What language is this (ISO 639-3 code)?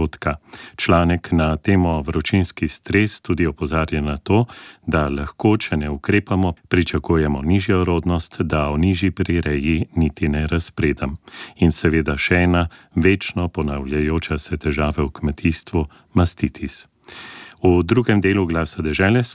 slv